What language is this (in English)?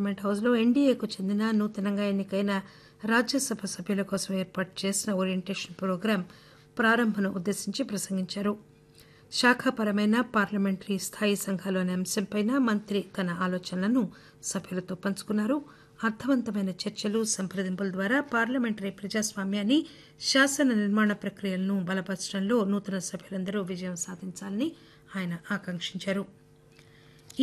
Telugu